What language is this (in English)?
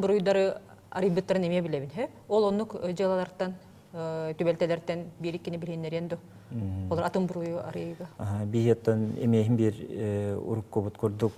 Yakut